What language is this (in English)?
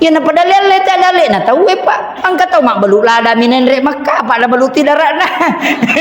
Buginese